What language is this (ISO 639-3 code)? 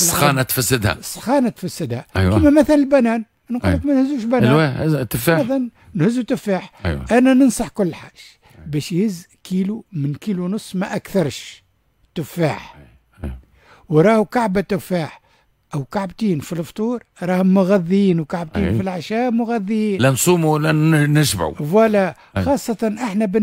aeb